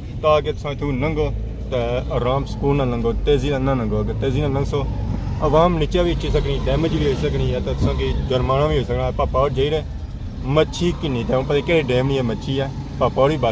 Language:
Pahari-Potwari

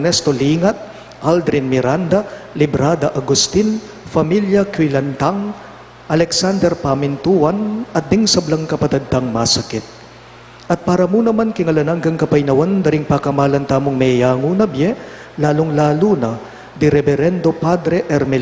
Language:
Pampanga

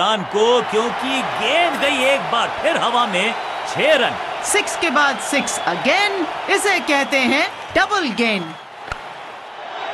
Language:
Hindi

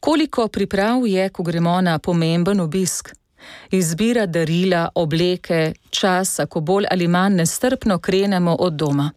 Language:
Slovenian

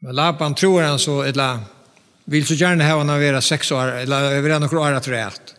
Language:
Faroese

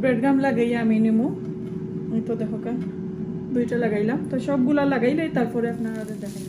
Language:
Sylheti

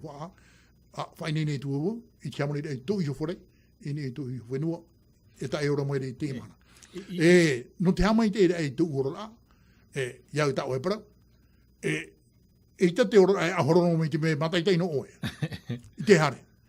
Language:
Tahitian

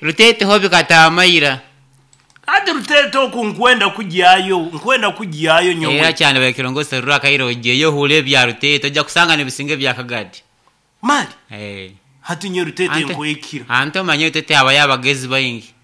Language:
Nyankole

